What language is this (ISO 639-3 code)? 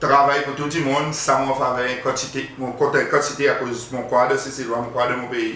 crs